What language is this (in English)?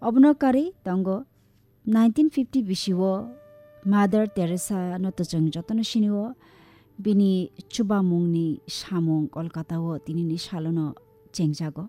Kok Borok